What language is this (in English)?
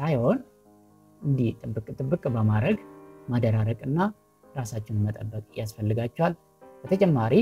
Amharic